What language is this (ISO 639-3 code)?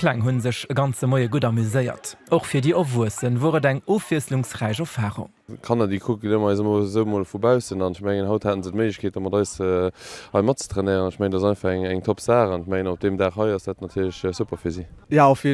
ltz